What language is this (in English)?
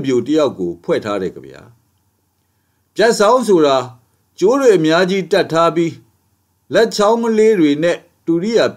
Burmese